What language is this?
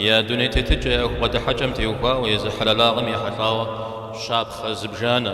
Kabardian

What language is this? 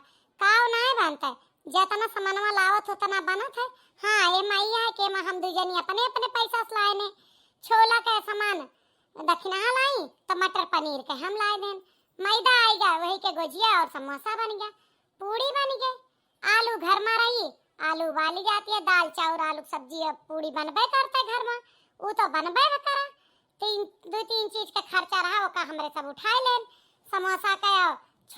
Awadhi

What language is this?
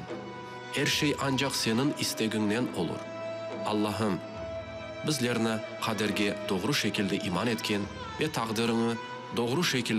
Crimean Tatar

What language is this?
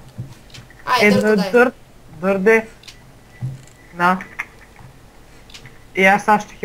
Bulgarian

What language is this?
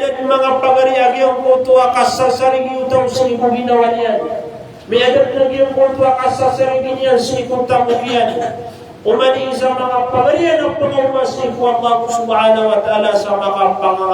Maranao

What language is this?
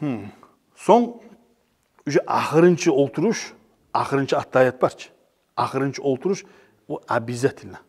Kumyk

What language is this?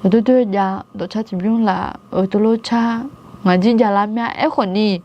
Akha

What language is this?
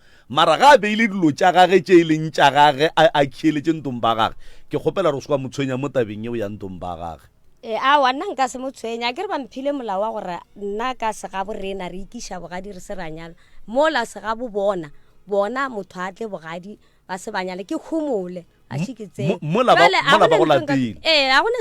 Northern Sotho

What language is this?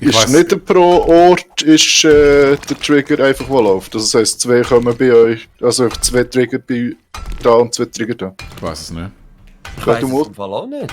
Swiss German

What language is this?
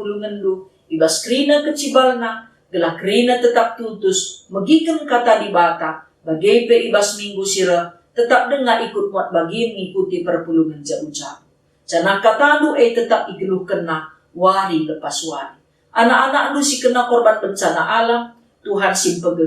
Batak Karo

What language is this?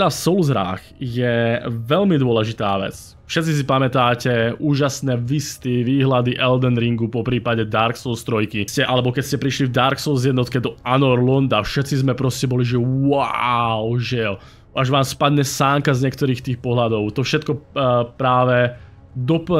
Slovak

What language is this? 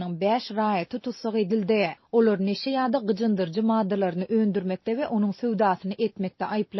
Turkmen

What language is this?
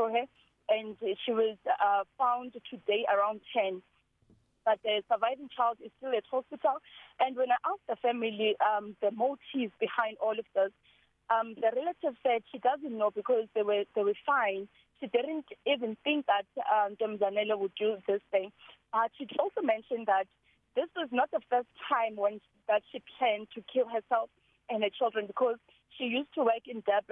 English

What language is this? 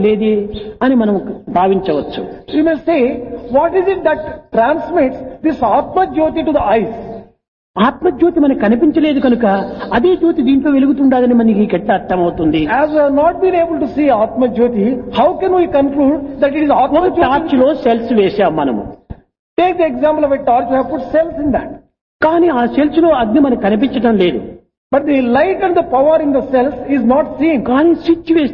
Telugu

